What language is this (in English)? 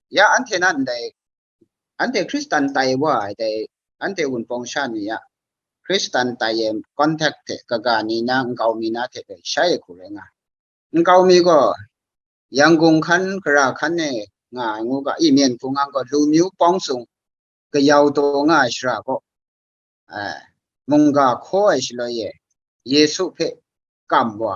Kachin